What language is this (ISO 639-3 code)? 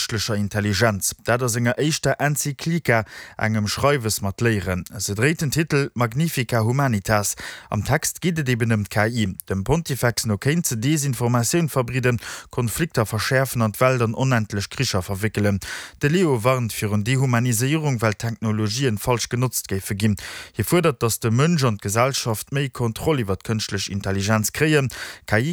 ltz